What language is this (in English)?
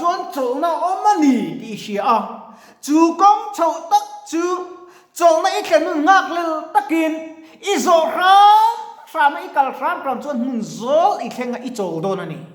Mizo